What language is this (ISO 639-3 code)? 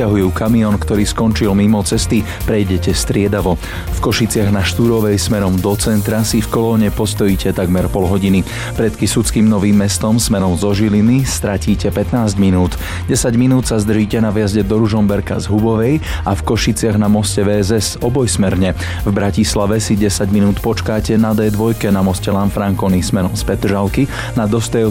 slk